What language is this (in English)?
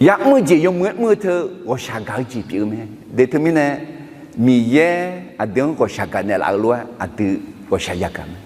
Akha